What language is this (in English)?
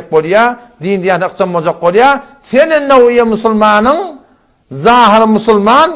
Turkmen